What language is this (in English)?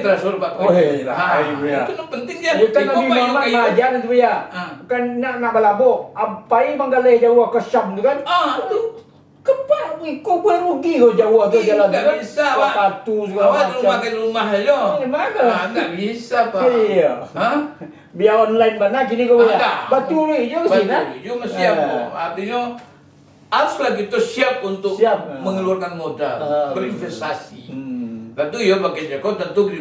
Minangkabau